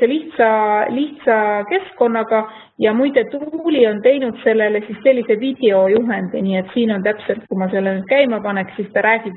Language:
Estonian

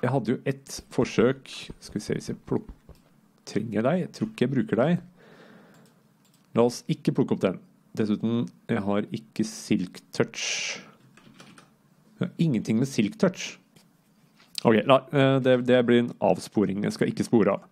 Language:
Norwegian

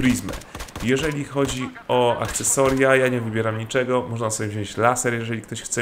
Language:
Polish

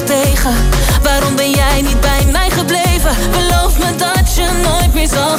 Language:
Dutch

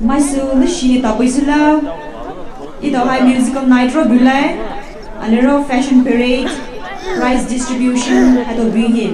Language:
Poumei Naga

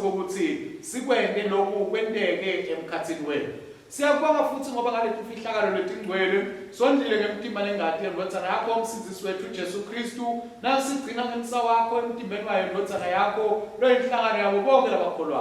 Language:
Swati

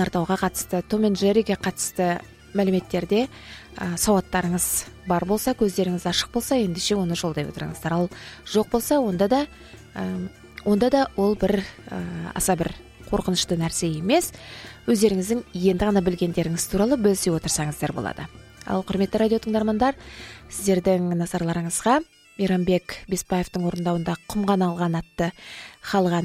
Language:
Kazakh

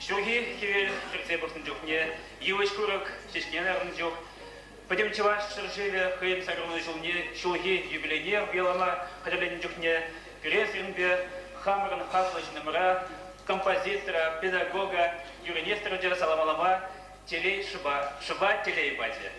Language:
Chuvash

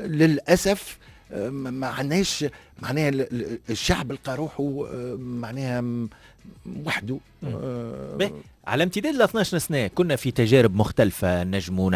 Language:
Tunisian Arabic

